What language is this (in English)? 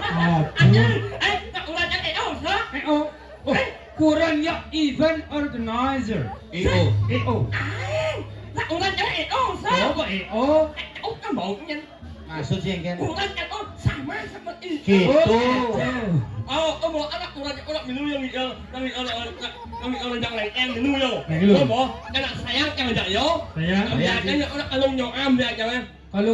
Balinese